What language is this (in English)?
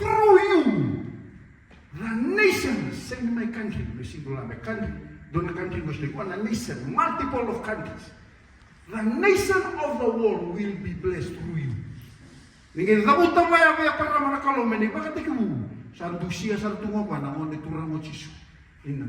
Fijian